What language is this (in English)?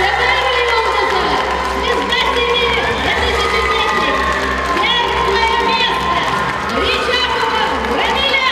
Tatar